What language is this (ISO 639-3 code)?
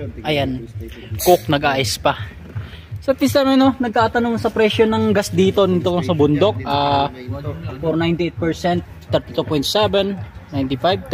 fil